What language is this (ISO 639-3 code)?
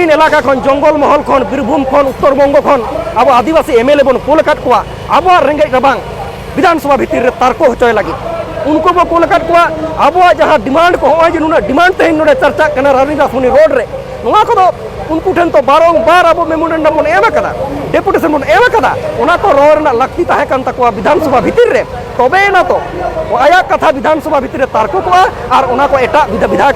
sat